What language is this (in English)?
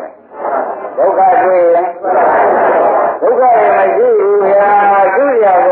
Burmese